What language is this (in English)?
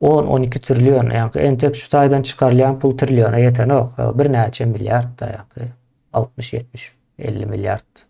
Turkmen